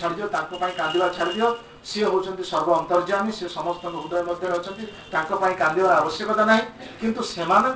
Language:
Odia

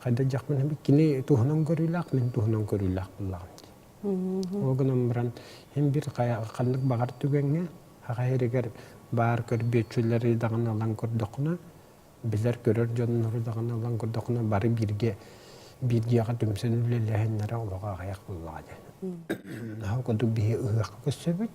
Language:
Yakut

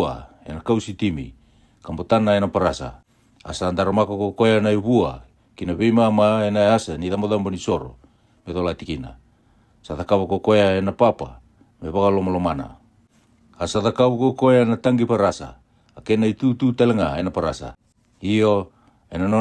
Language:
Fijian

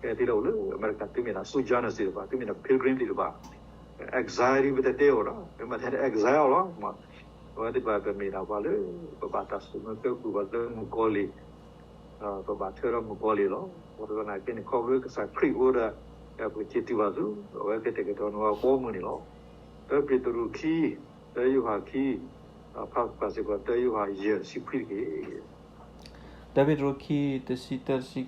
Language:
S'gaw Karen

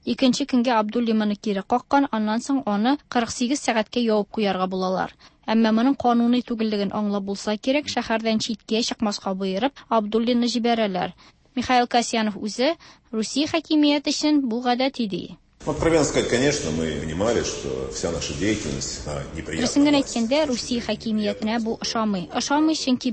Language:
Tatar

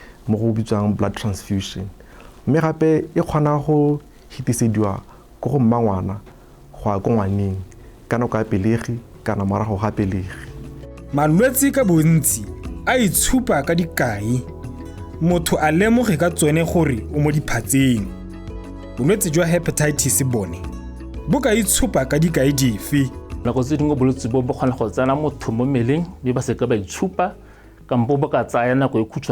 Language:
Tswana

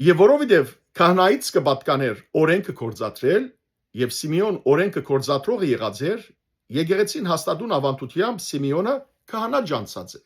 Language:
Western Armenian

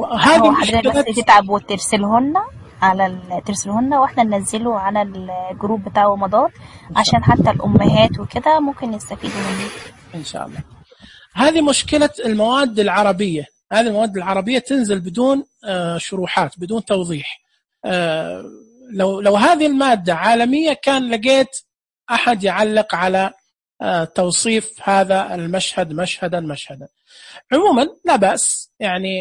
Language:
Najdi Arabic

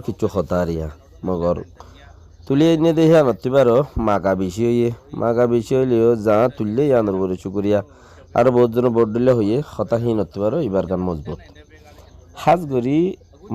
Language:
Rohingya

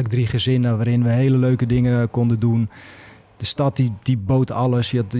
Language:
Dutch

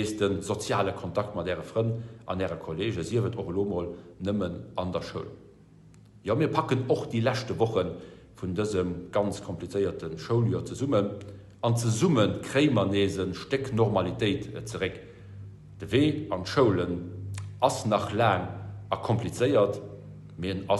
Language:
Luxembourgish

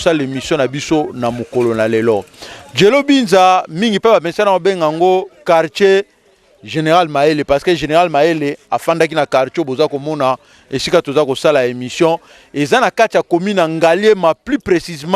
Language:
Lingala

